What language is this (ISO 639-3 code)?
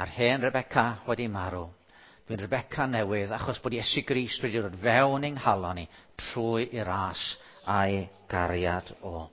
cym